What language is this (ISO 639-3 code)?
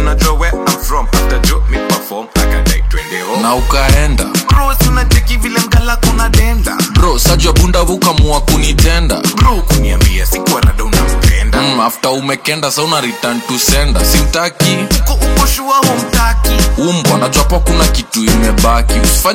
swa